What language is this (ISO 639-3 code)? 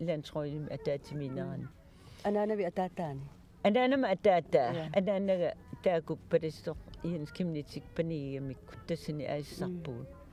kal